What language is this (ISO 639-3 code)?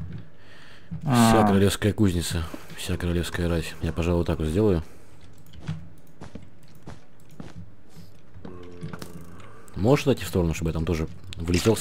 rus